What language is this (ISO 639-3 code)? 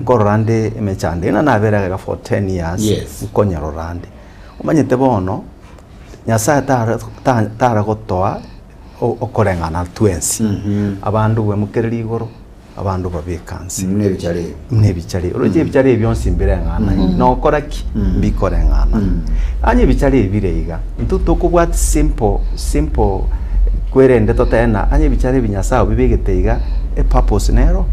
guz